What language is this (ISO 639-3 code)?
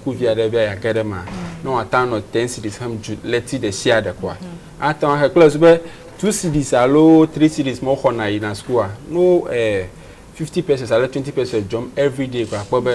ewe